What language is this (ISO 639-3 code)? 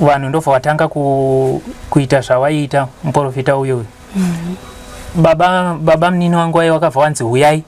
sna